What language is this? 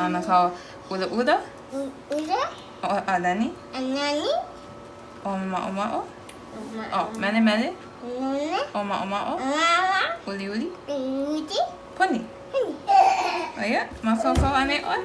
Hawaiian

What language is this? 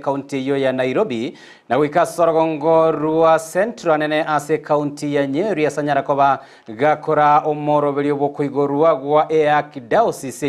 Gusii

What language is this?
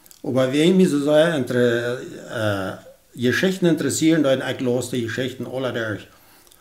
Plautdietsch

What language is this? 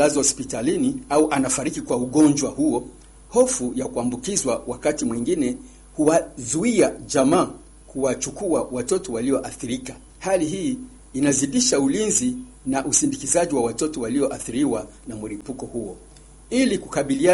Swahili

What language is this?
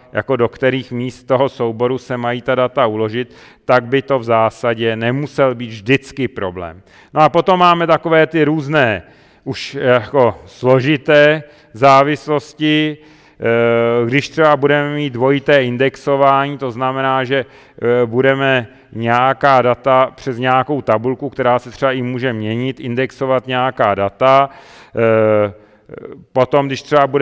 Czech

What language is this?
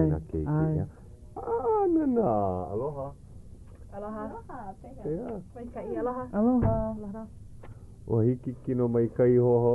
Hawaiian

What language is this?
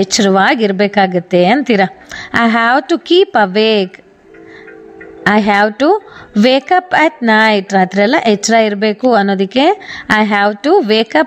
Kannada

